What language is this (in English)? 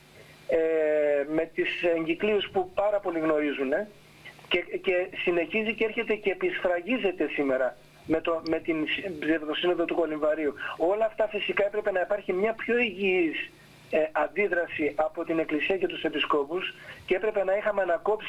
Greek